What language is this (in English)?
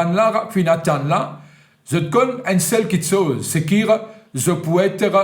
Morisyen